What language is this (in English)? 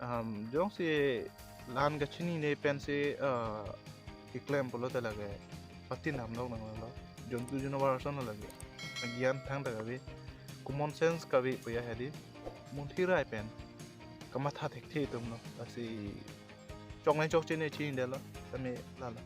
Karbi